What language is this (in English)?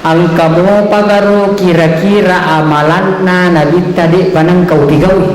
Buginese